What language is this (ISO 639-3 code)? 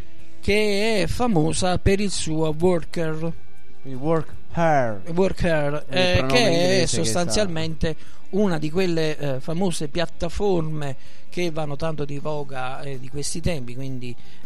ita